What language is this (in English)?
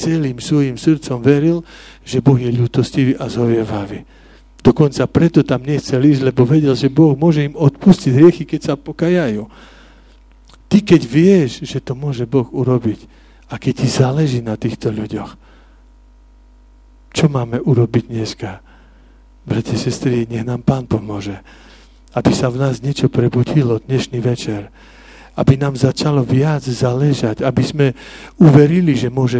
Slovak